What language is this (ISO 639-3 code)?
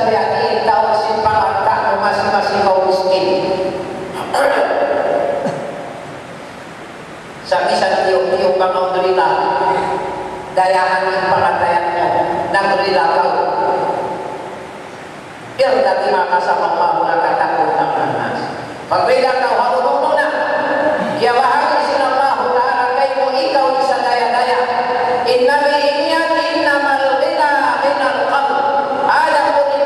tsg